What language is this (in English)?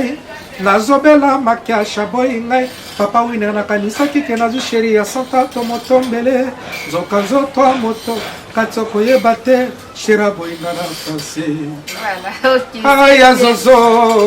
Lingala